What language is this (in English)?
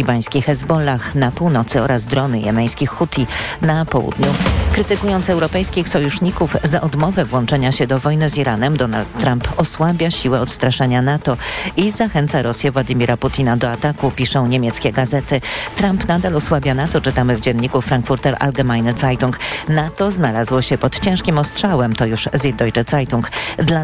Polish